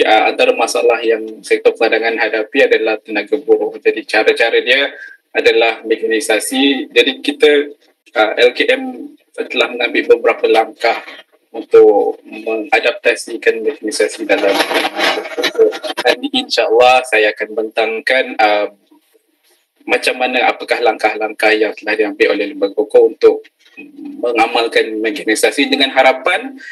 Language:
Malay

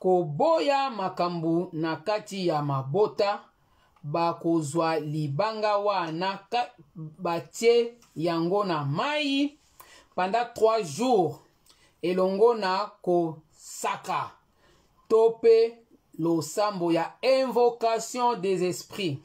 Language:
Lingala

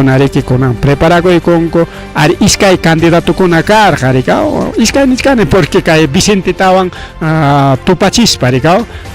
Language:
Ayacucho Quechua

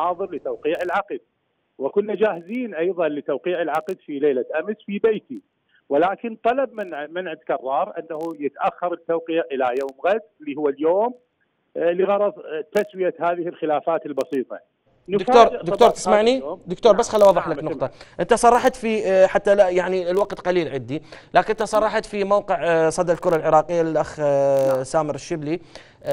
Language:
Mesopotamian Arabic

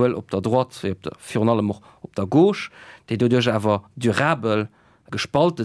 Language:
Luxembourgish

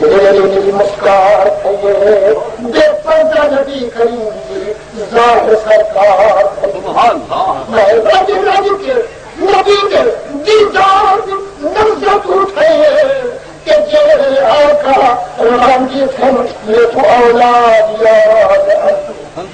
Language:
Saraiki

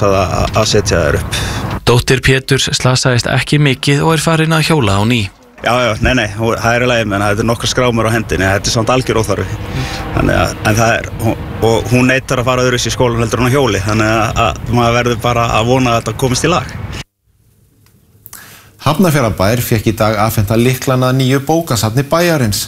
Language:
Icelandic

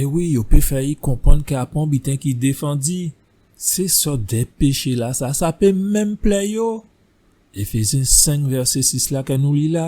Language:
Guadeloupean Creole French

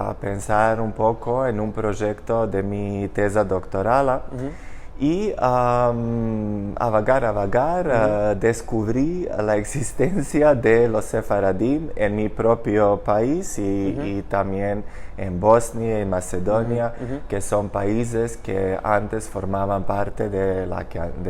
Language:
Ladino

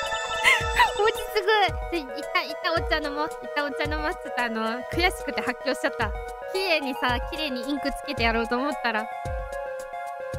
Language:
Japanese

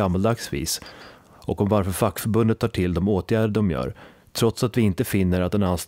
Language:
Swedish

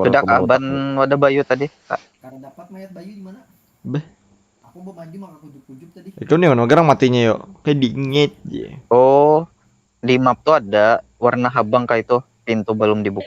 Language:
Banjar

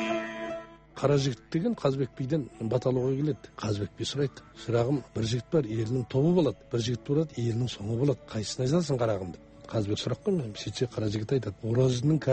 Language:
Kazakh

